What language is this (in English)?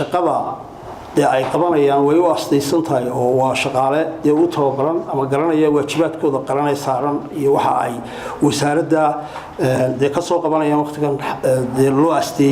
Somali